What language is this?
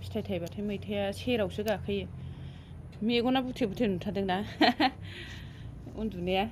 Bodo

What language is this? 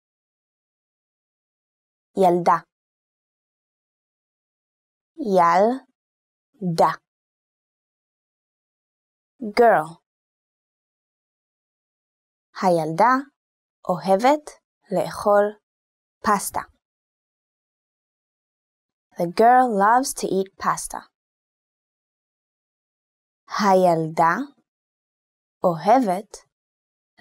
Hebrew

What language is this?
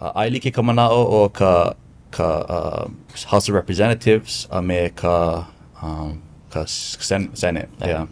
Hawaiian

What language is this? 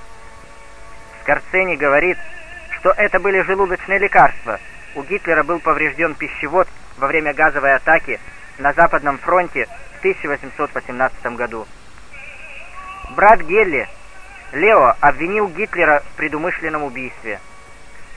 Russian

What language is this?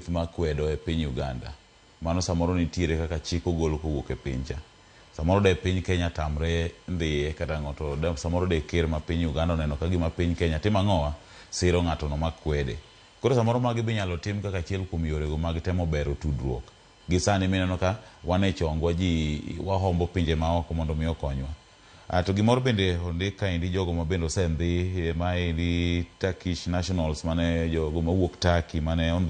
Luo (Kenya and Tanzania)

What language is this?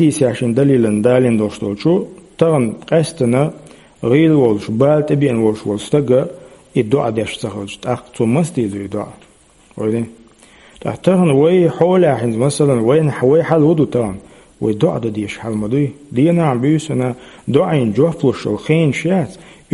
Chechen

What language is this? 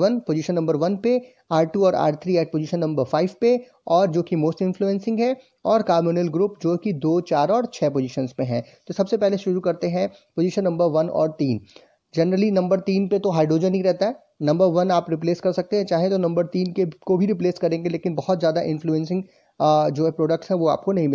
Hindi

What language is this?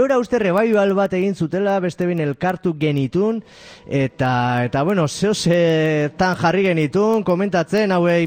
Basque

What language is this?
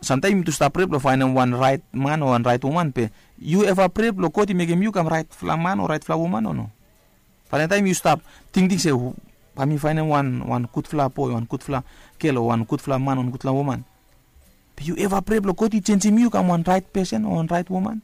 Bislama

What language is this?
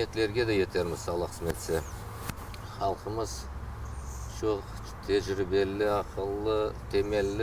Crimean Tatar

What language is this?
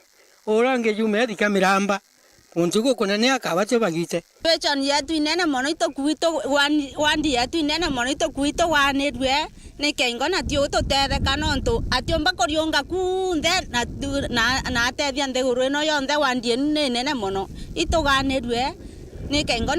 Meru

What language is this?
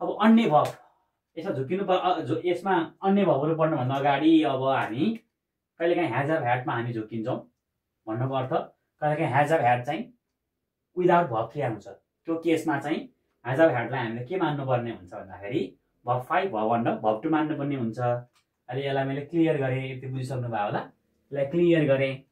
Nepali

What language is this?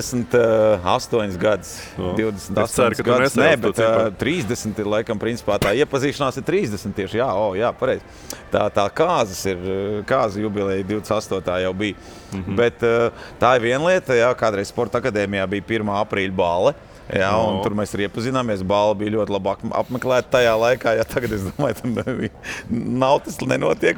Latvian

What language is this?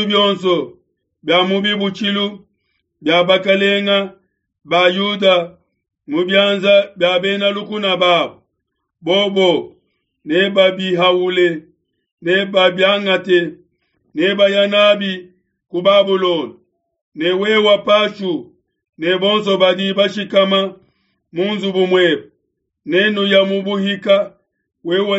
Luba-Lulua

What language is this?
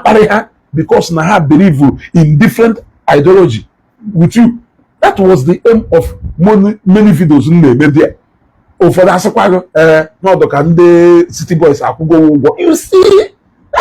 Igbo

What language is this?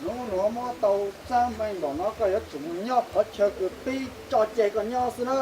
Hmong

